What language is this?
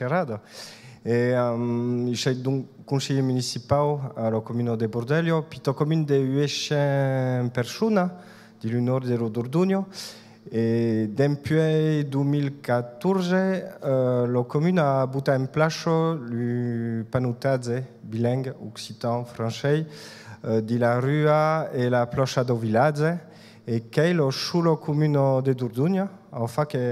Occitan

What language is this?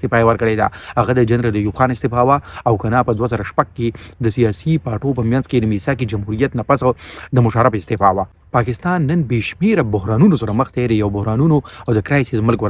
Pashto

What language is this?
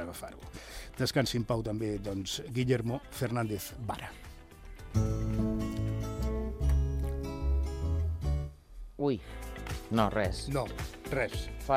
Catalan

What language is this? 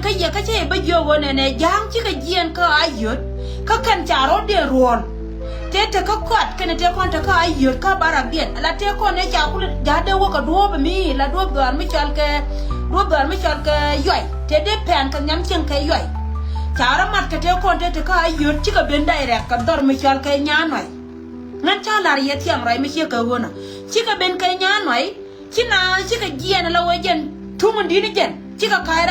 Nuer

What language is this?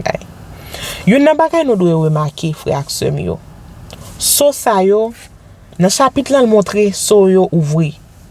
Haitian Creole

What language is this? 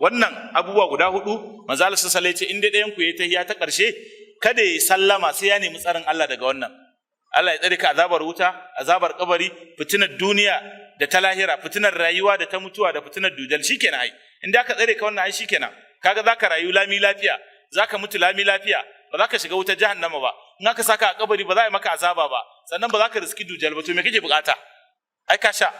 Hausa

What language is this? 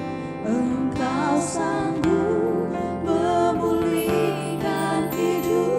Indonesian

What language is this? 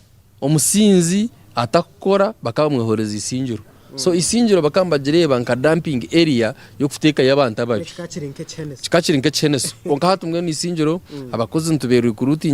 Nyankole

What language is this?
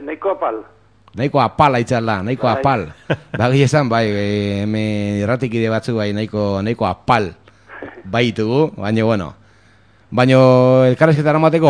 Basque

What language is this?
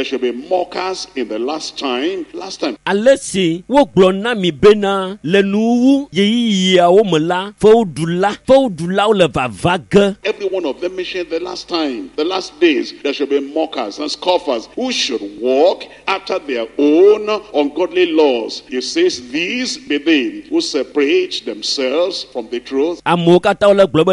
Ewe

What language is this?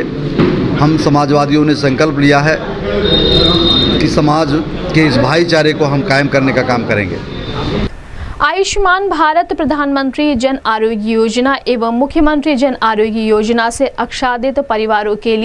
Hindi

